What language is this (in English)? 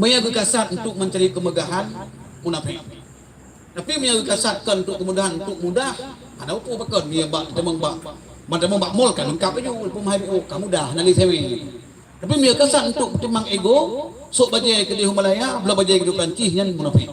Achinese